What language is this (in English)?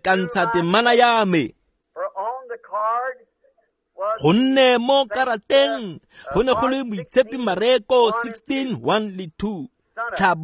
Tswana